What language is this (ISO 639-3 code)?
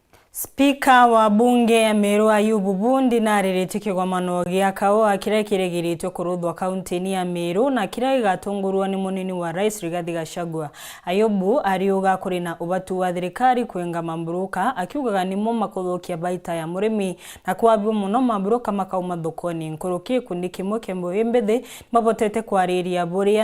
mer